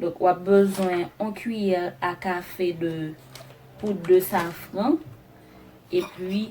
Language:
Haitian Creole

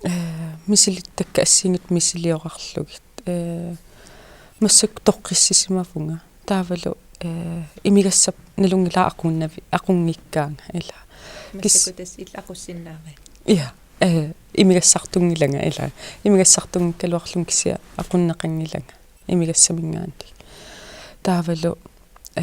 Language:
Kalaallisut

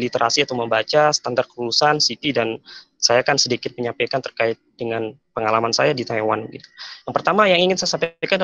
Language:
Indonesian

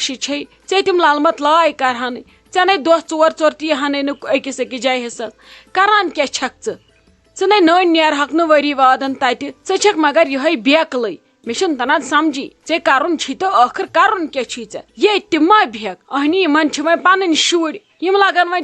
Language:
Kashmiri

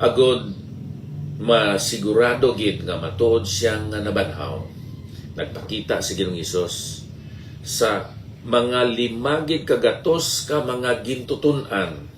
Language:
Hiligaynon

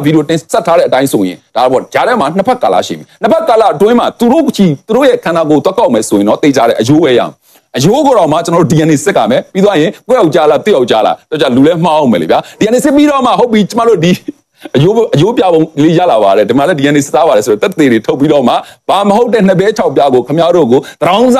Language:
Burmese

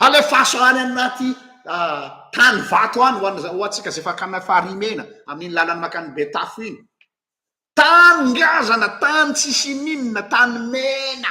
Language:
Malagasy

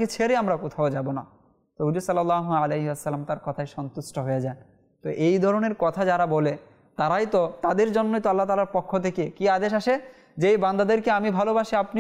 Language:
Bangla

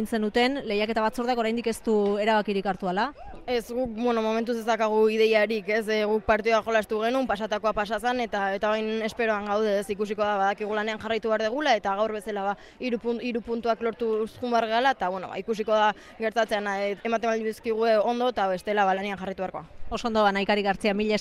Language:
Basque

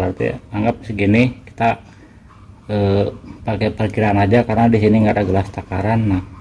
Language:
Indonesian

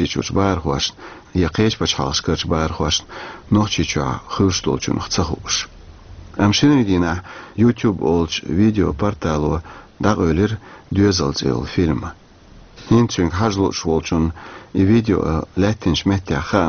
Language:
Chechen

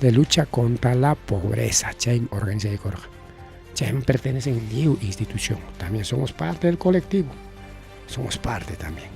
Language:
Ayacucho Quechua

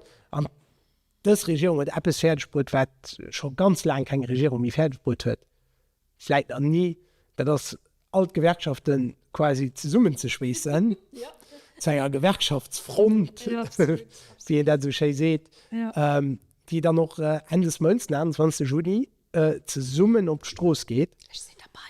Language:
Luxembourgish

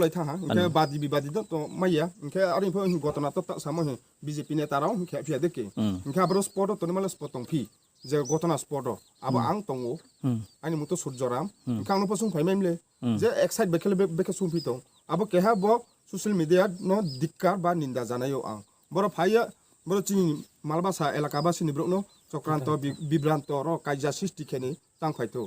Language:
Riang (India)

